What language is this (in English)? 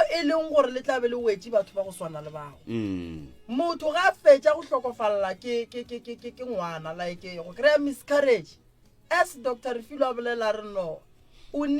Northern Sotho